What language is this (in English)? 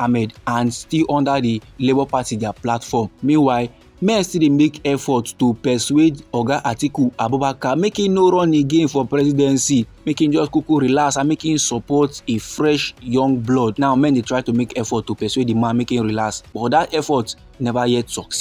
Nigerian Pidgin